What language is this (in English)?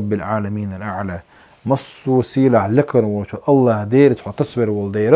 Chechen